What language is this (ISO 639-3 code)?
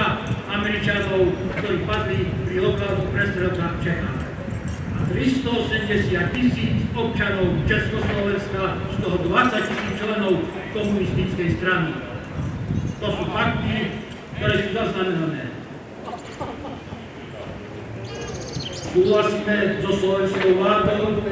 slk